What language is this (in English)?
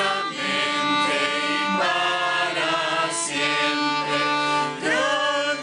Aymara